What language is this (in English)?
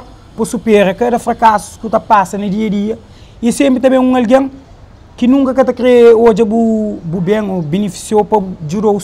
Kabuverdianu